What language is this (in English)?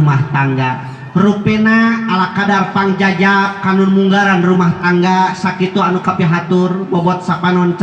Sundanese